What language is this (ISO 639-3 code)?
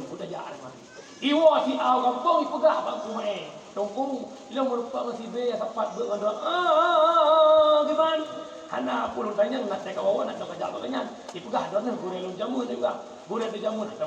ace